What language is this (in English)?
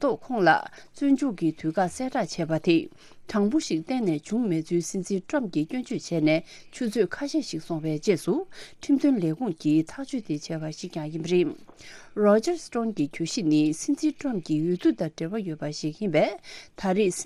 Tibetan